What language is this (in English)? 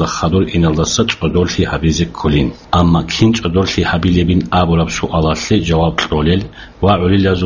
Avaric